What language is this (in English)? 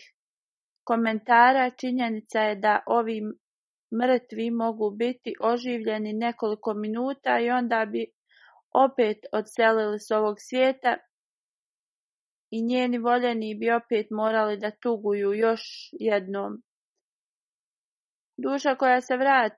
Bosnian